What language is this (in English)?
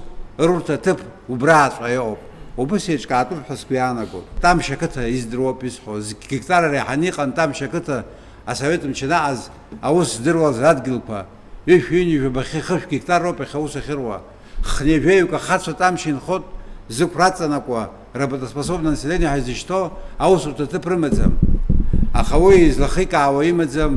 Abkhazian